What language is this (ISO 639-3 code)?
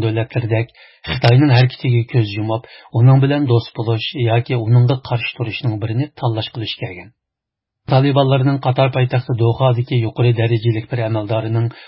uig